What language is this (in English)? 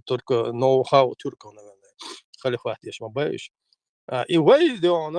Chechen